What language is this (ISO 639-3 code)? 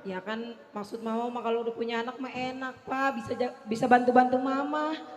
bew